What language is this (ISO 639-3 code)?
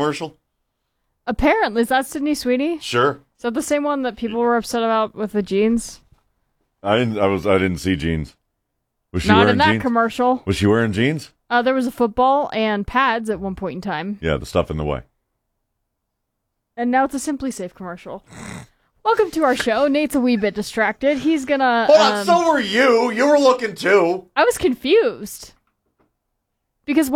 eng